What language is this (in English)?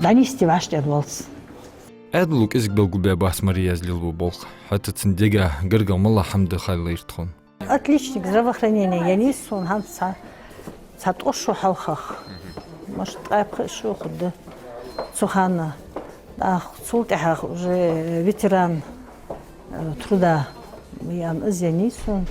Ingush